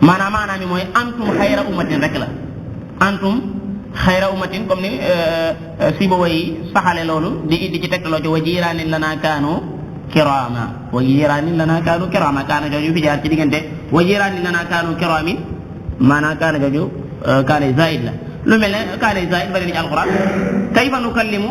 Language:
Wolof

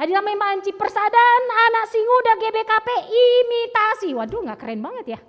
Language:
Batak Karo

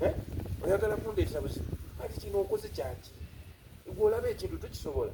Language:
Soga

